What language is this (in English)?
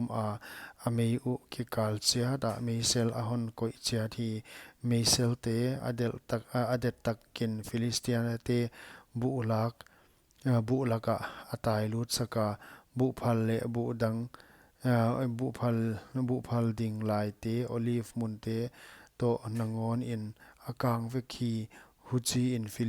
Paite Chin